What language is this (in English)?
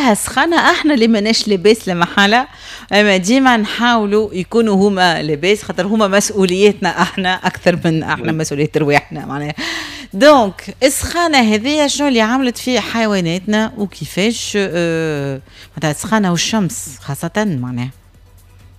Tunisian Arabic